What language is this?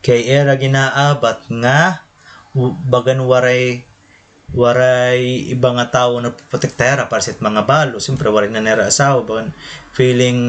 Waray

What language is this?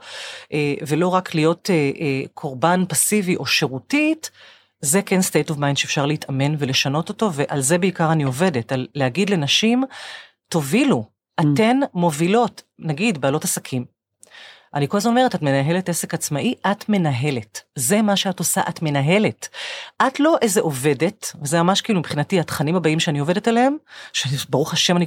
Hebrew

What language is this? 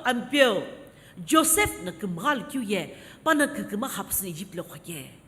Sumi Naga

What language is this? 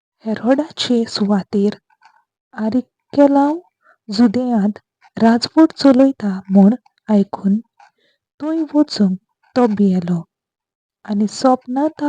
Konkani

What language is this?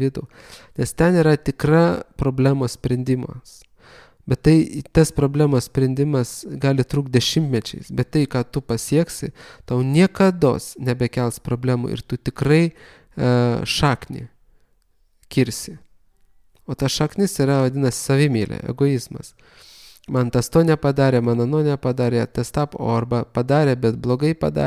Lithuanian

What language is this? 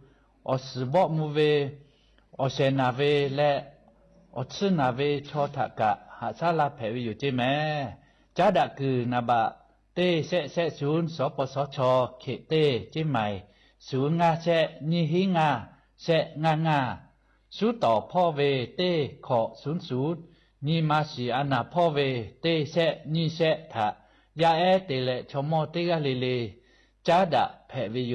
Lahu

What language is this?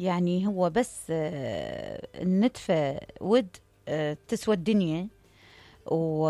Mesopotamian Arabic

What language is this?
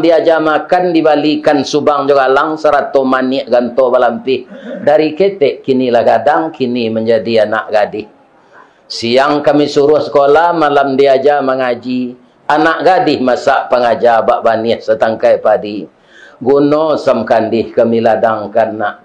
Minangkabau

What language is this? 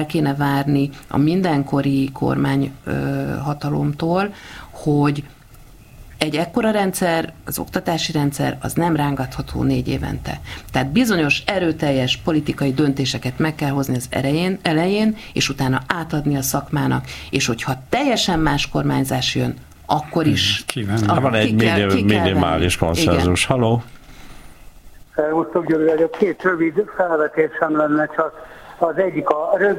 Hungarian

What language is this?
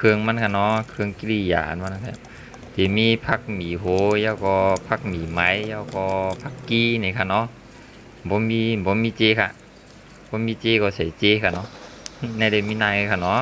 Shan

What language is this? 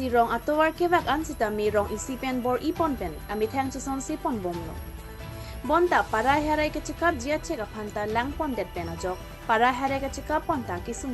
Karbi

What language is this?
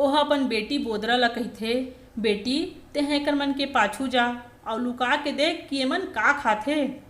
Chhattisgarhi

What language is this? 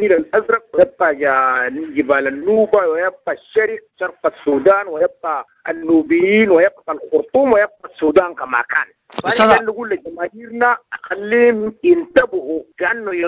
Sudanese Arabic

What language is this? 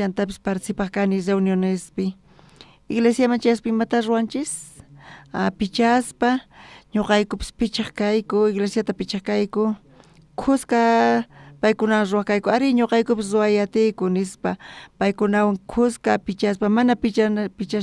South Bolivian Quechua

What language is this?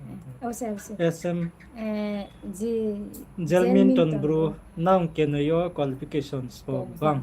Riang (India)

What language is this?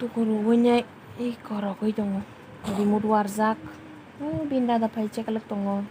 Kok Borok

